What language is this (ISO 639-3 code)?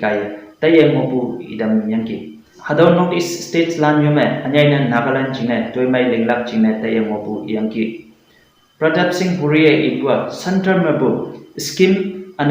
nbe